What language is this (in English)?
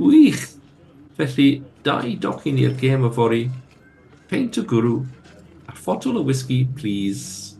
Welsh